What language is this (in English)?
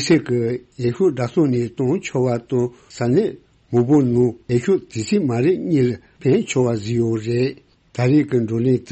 Tibetan